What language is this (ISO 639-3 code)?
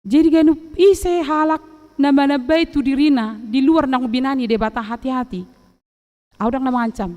bbc